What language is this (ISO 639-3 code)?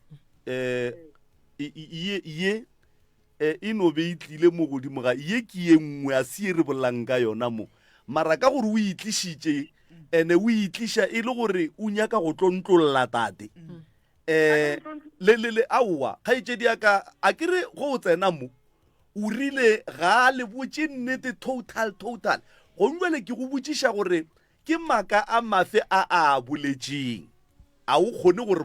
nso